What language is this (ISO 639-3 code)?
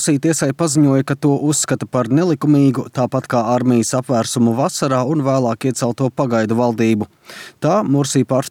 lav